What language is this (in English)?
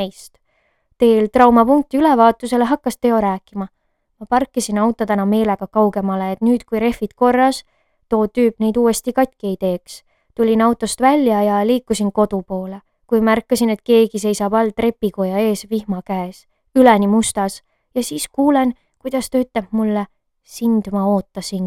Estonian